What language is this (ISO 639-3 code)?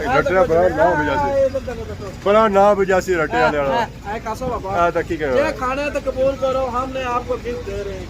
phr